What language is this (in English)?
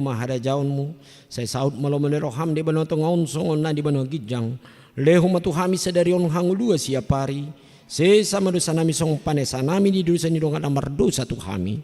Batak Toba